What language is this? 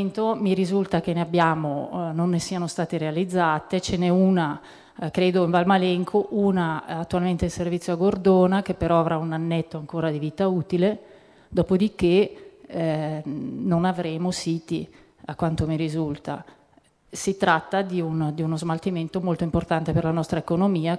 Italian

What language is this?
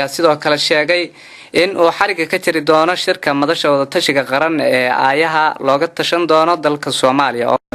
Somali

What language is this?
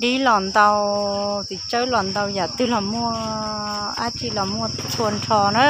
Hmong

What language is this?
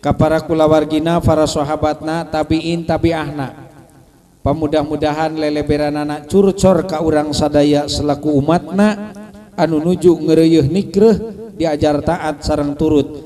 Sundanese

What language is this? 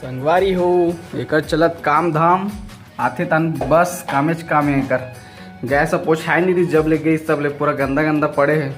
Chhattisgarhi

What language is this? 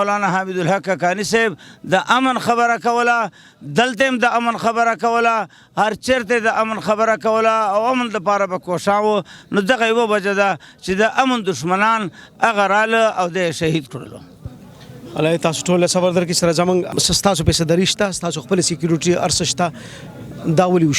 Pashto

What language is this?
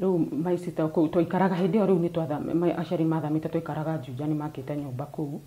Kikuyu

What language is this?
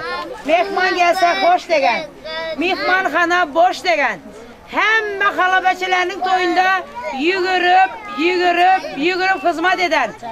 Turkmen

